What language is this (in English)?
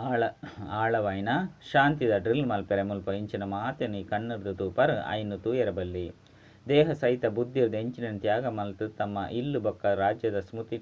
Tulu